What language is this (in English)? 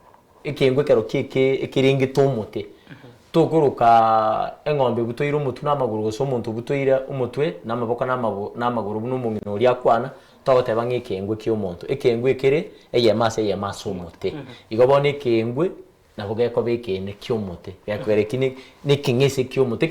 Gusii